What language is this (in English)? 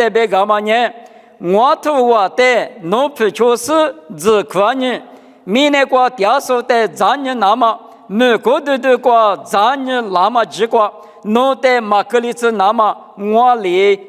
Lisu